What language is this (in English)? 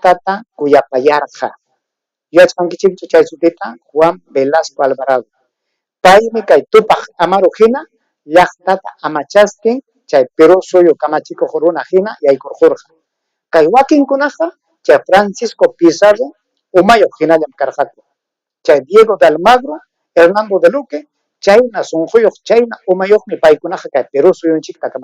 Ayacucho Quechua